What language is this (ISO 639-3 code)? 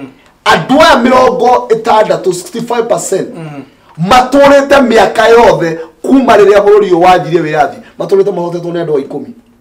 kik